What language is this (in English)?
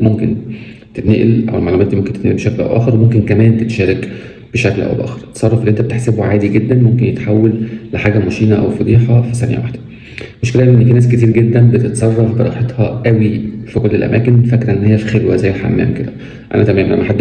Egyptian Arabic